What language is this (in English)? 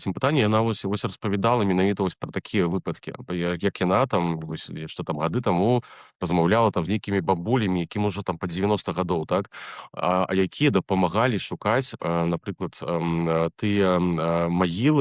Belarusian